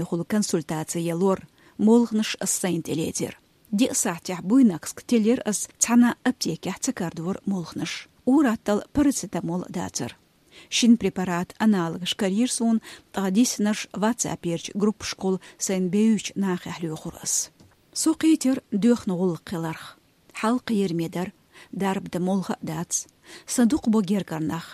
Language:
Chechen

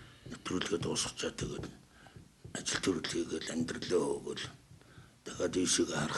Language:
Mongolian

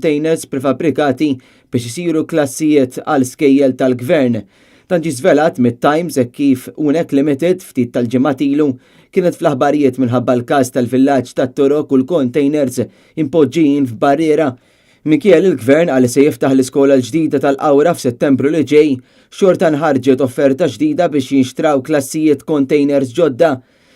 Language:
Maltese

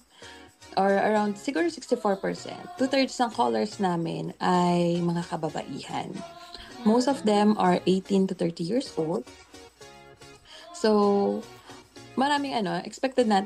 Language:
Filipino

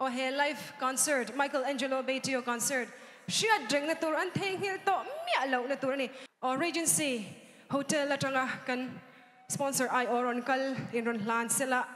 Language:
Mizo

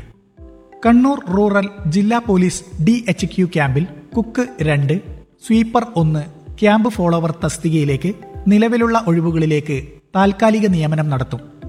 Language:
Malayalam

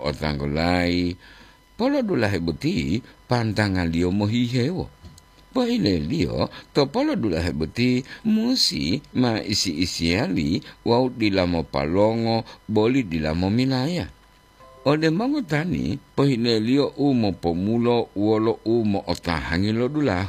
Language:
Gorontalo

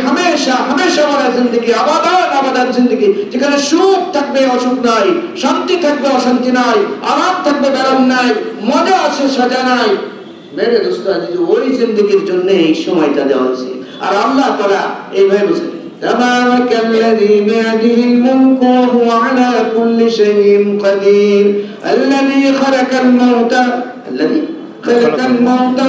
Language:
Bangla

